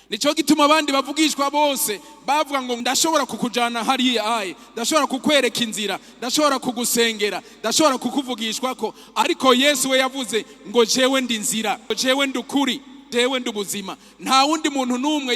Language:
Rundi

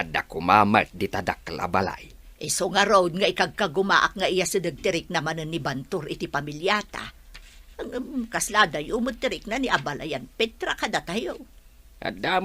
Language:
Iloko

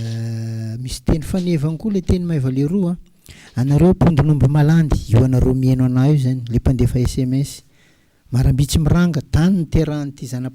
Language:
Malagasy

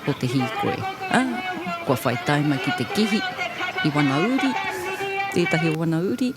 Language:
Māori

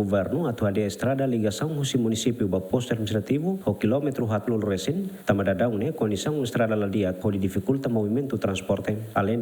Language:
Tetum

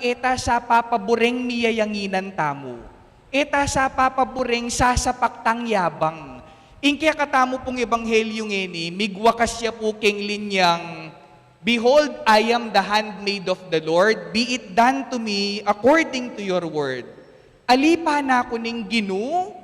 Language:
Pampanga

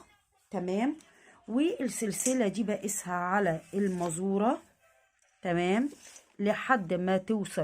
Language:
Egyptian Arabic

